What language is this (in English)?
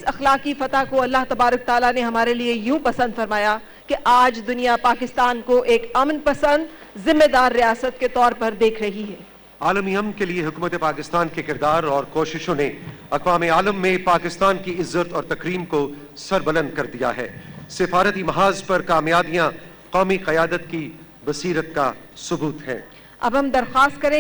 Urdu